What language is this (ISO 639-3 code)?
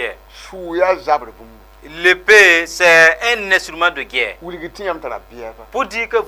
mos